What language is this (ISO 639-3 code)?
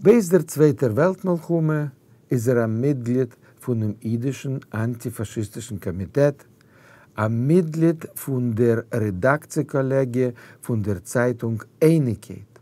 yid